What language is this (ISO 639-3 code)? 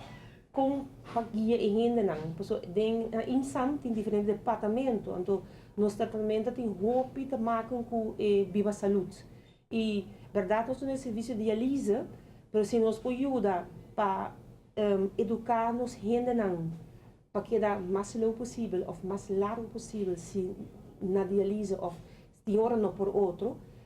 pap